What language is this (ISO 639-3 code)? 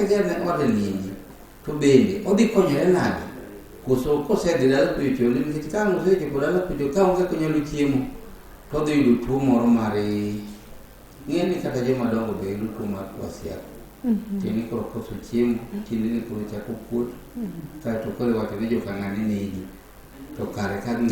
luo